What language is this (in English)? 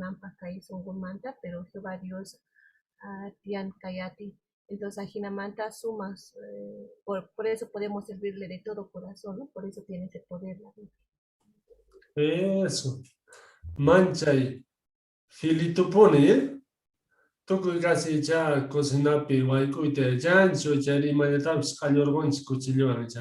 South Bolivian Quechua